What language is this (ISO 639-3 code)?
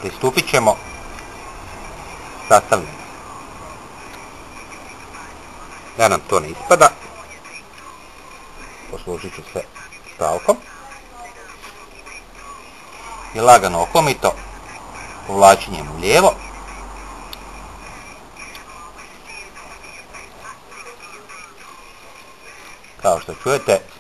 hrv